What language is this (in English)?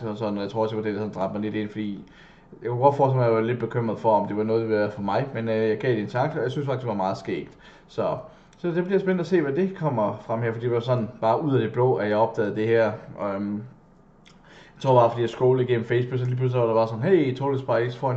Danish